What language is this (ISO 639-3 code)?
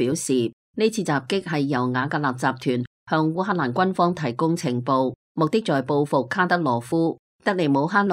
yue